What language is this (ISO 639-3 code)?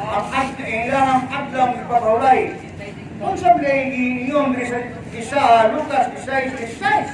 ceb